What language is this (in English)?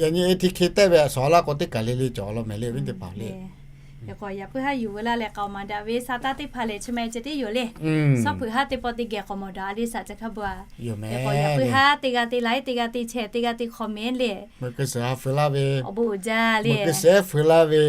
Lahu